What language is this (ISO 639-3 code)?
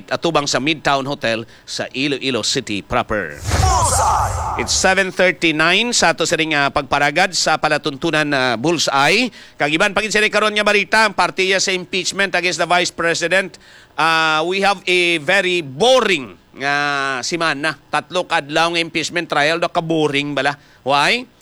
hil